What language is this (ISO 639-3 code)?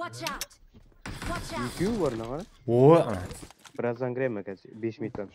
kaa